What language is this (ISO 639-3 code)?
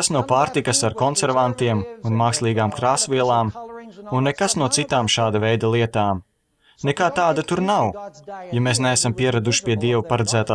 lav